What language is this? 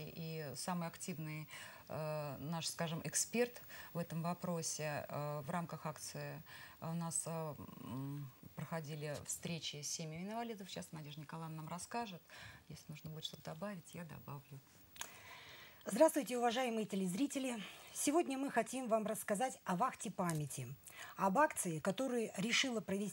Russian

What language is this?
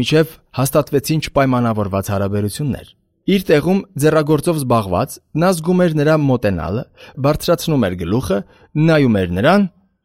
Armenian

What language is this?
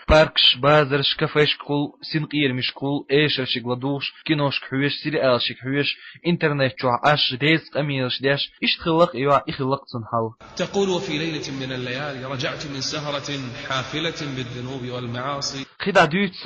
Chechen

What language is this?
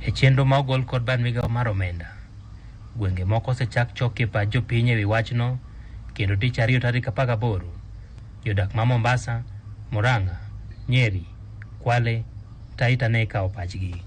Luo (Kenya and Tanzania)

